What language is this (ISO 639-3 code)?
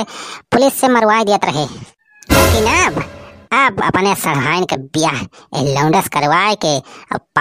awa